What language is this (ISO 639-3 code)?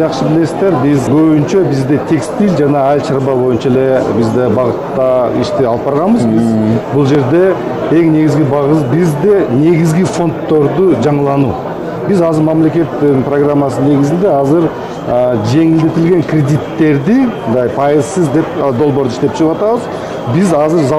kir